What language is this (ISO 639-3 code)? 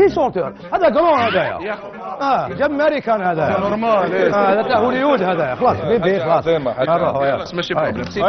arq